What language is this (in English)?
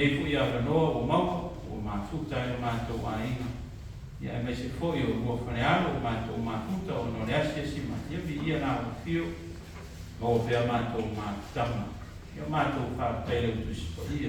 Samoan